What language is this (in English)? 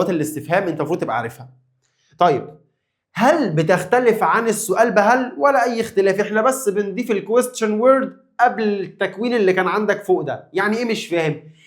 Egyptian Arabic